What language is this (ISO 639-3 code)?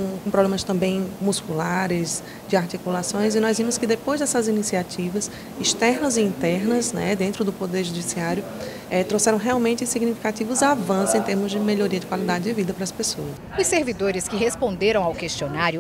por